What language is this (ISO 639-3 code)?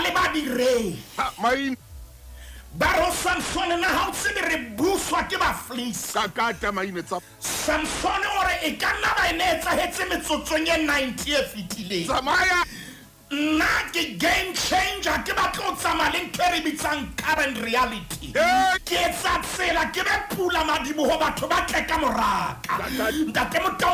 sot